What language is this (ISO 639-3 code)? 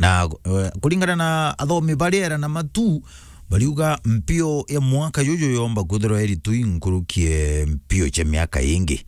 mer